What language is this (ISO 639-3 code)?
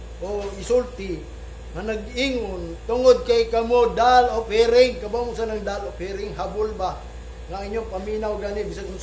ceb